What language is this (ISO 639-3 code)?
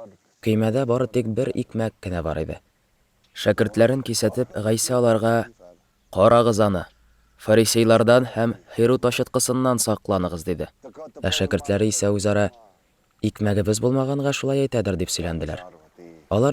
tat